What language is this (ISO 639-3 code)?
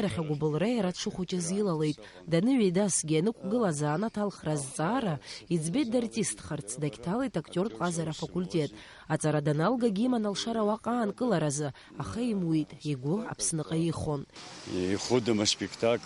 abk